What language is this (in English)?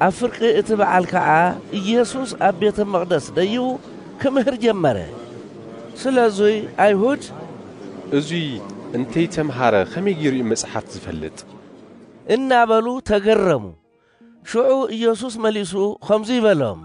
Tigrinya